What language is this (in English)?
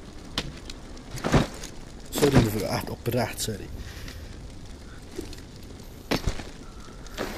Dutch